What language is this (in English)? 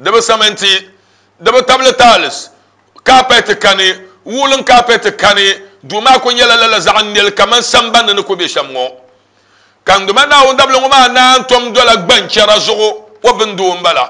Dagbani